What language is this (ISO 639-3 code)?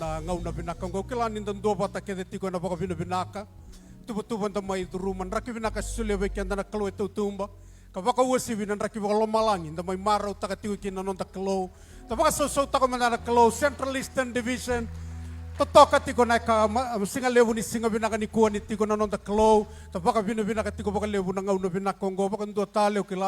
fij